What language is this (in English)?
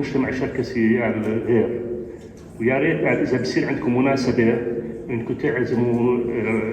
North Levantine Arabic